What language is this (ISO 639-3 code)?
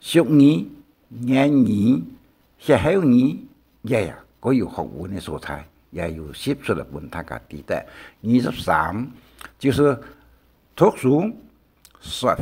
hak